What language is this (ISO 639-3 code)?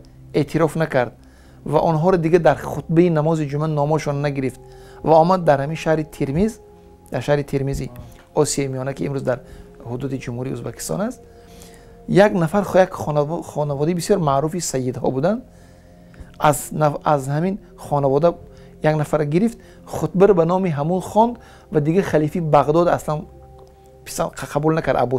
tgk